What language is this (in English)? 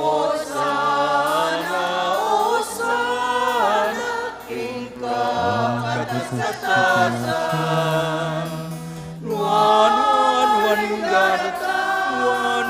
Pampanga